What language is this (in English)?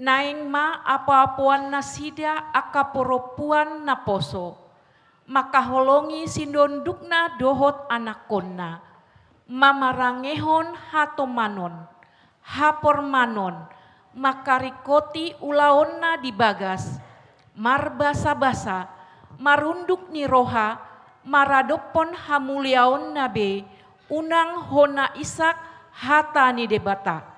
Batak Toba